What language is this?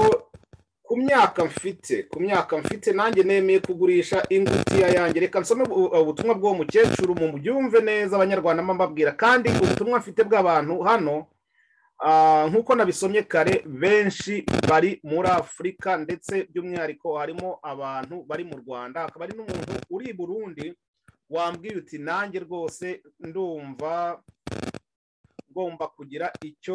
Kinyarwanda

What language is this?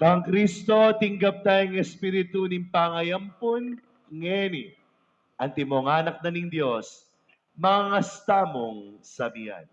Pampanga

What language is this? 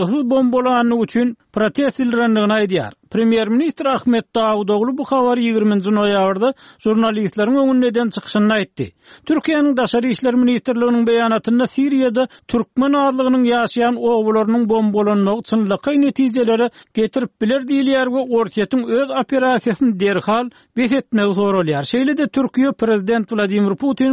Turkmen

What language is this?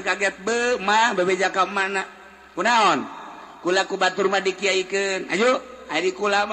Sundanese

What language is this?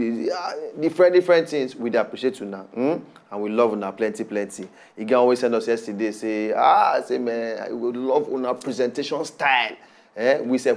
Nigerian Pidgin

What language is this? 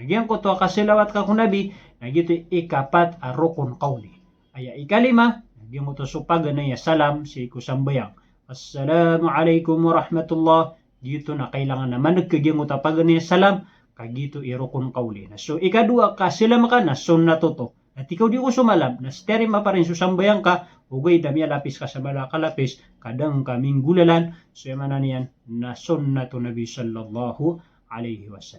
Maranao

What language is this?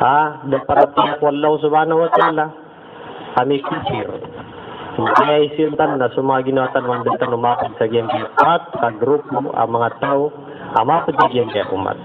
Maranao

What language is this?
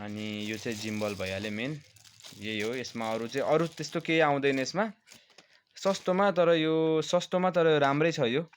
Nepali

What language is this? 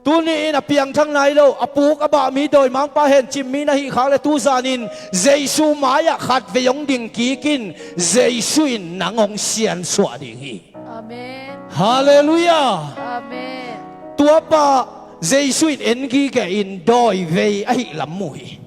Tedim Chin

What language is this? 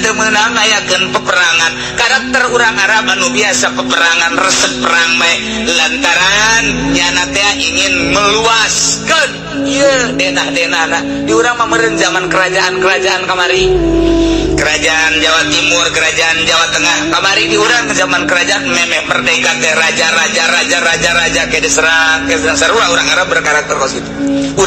Sundanese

